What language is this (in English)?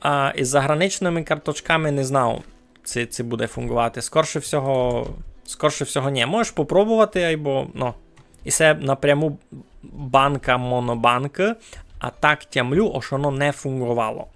Rusyn